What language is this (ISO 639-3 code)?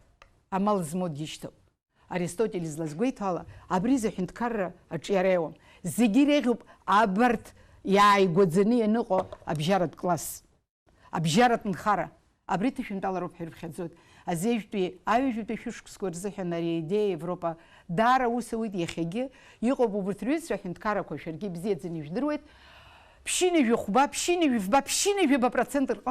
abk